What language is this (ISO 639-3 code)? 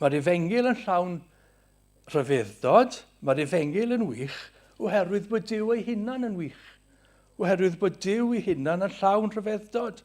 cym